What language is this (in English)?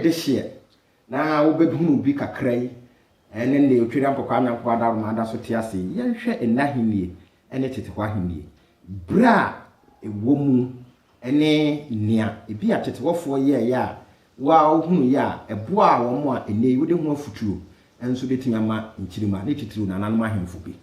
Akan